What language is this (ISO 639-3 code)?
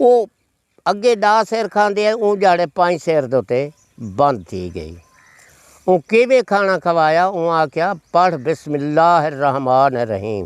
skr